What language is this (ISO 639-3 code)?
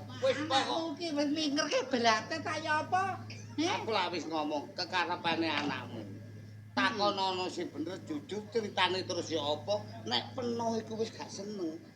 jav